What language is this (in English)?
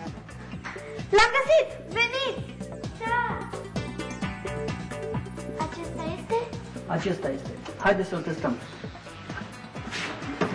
Romanian